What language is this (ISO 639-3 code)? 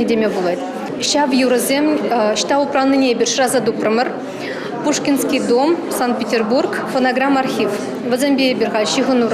chv